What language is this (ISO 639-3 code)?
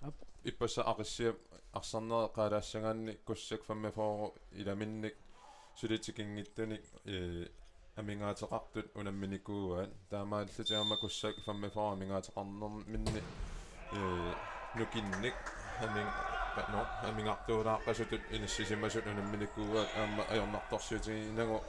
kal